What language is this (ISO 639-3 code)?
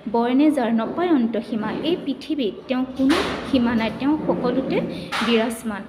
asm